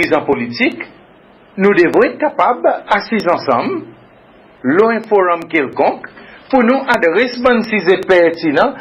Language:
Seselwa Creole French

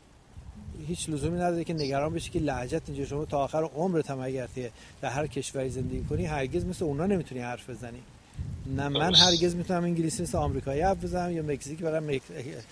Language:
Persian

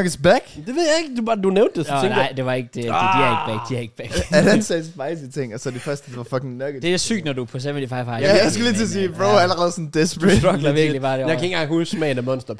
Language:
Danish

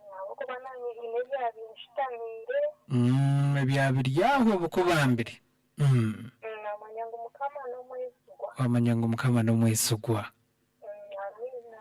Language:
Nyankole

